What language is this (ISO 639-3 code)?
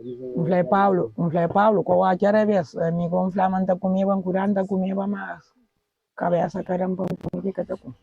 kea